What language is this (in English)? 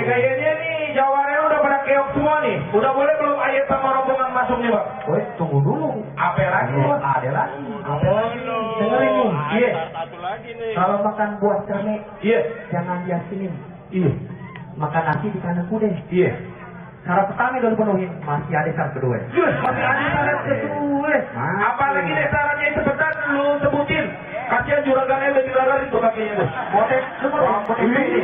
Betawi